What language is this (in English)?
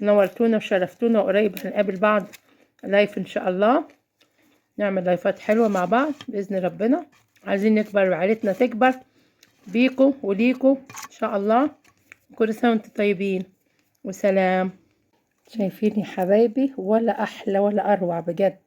Egyptian Arabic